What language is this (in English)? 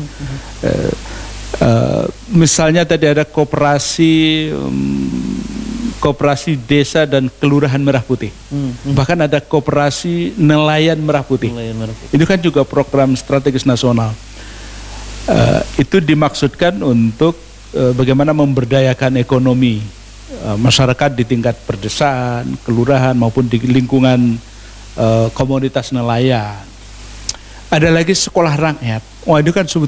Indonesian